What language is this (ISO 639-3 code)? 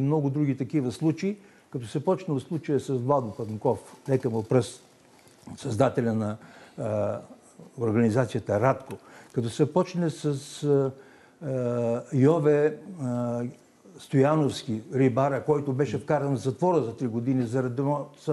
bul